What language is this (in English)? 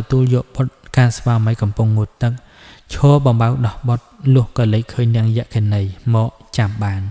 Khmer